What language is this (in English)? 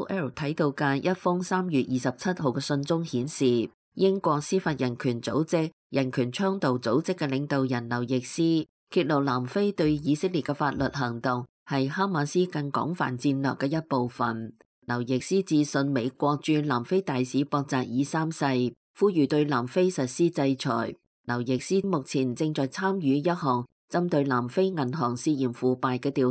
Cantonese